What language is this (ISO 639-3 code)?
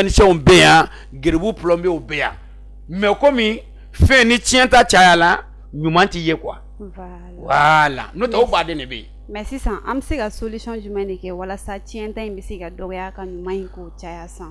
bam